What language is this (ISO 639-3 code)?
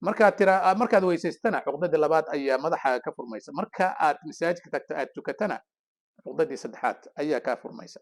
som